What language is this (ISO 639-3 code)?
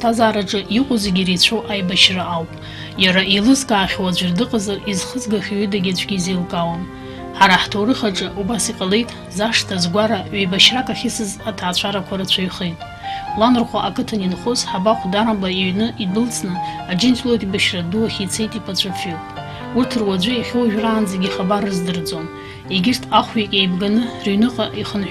abk